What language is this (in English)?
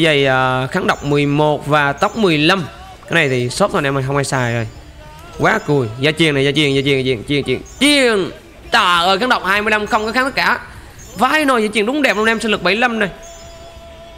Vietnamese